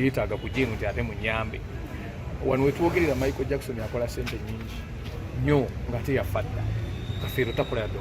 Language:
Ganda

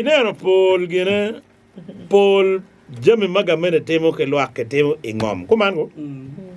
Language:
Acoli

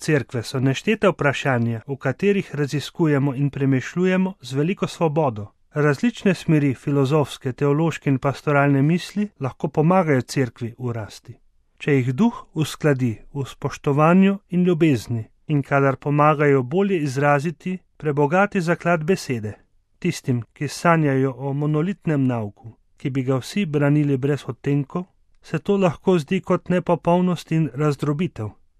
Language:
Slovenian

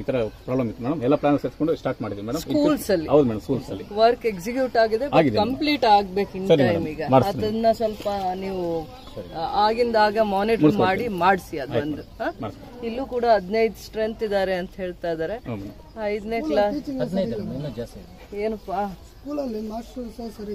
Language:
Kannada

